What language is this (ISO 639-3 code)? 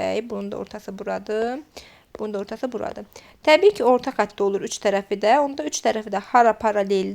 aze